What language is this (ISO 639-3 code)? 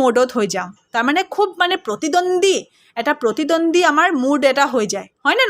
asm